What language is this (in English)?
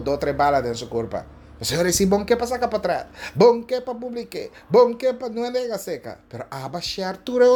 Papiamento